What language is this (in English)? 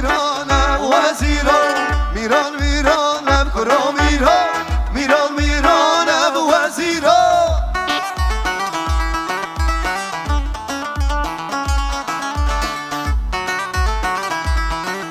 Persian